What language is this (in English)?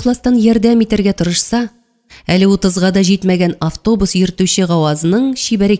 Tatar